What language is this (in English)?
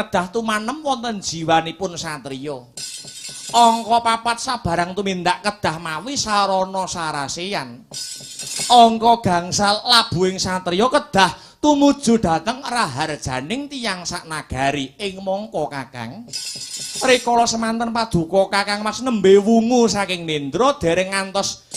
Javanese